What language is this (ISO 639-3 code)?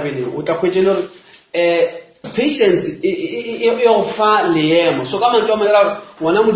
nso